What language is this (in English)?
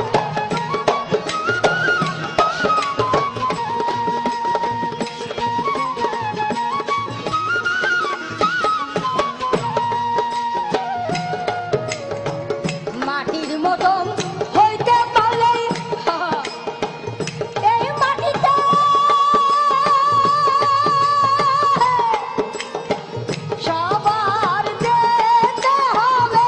Bangla